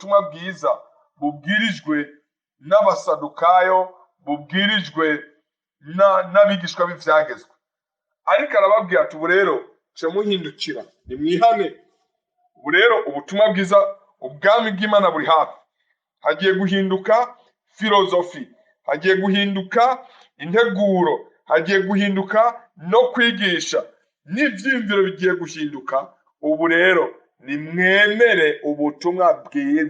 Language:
Rundi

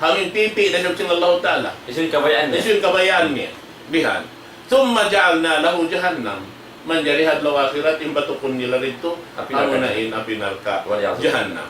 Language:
Tausug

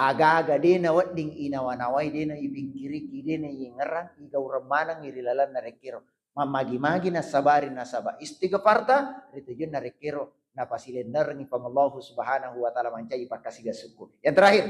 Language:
Buginese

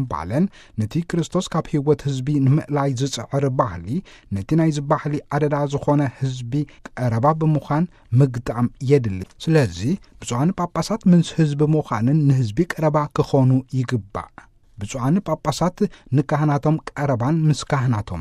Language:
Tigrinya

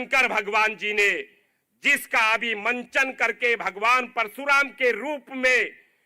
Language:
Konkani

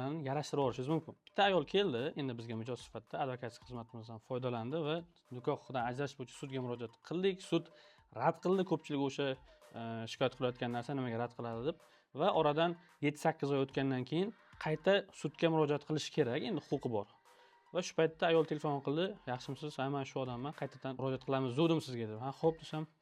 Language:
Uzbek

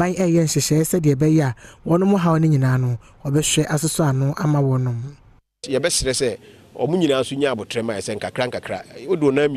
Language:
Akan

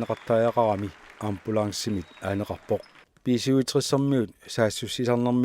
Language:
Kalaallisut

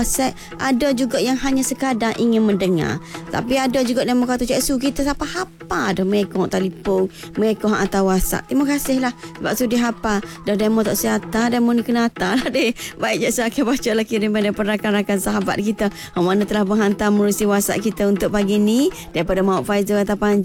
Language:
Malay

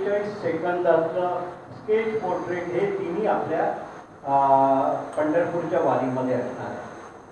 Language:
Marathi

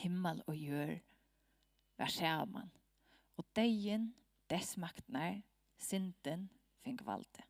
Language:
Faroese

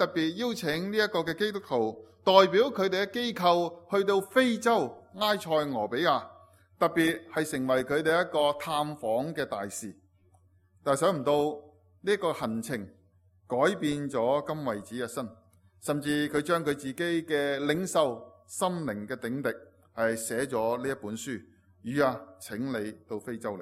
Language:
Cantonese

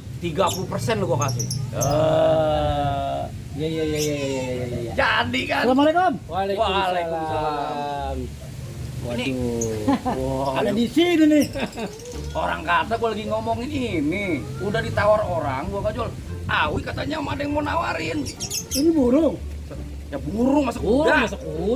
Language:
Betawi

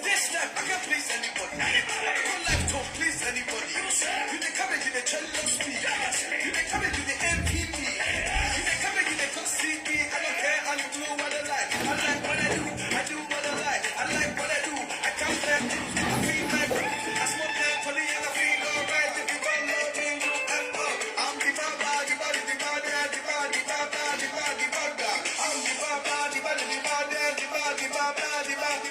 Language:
Nigerian Pidgin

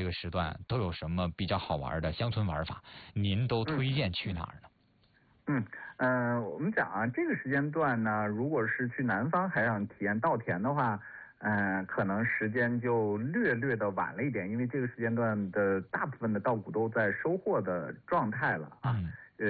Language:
Chinese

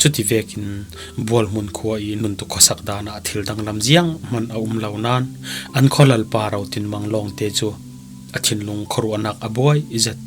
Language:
Falam Chin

